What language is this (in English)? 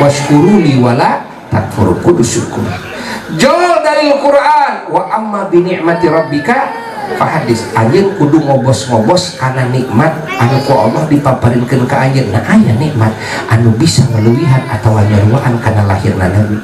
Sundanese